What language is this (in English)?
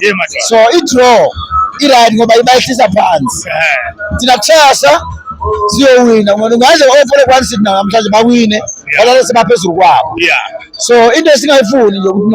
Zulu